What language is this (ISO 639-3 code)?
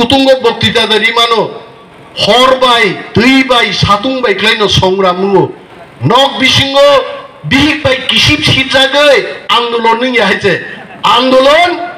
trp